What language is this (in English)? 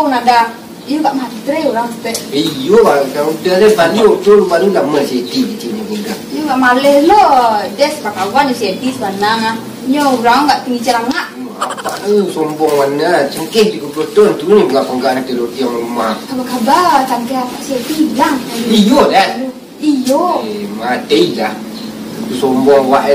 Minangkabau